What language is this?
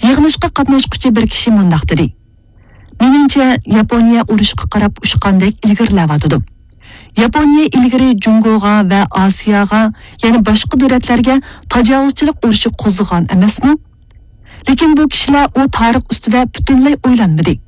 Uyghur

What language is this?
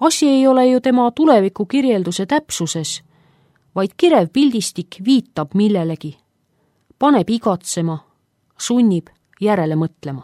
Estonian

